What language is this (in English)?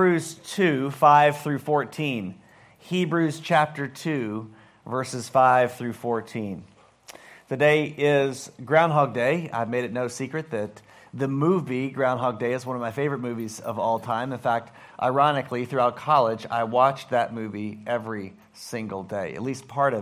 English